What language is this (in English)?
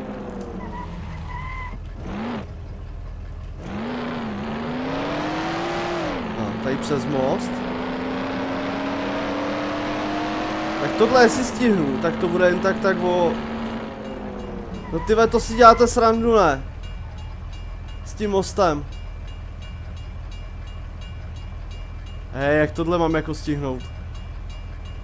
Czech